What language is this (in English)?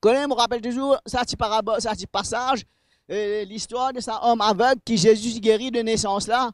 Morisyen